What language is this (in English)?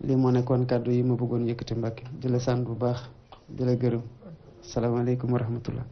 Wolof